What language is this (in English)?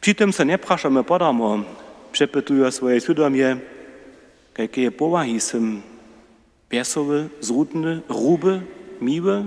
Upper Sorbian